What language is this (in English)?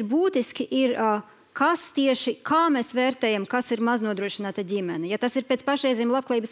Latvian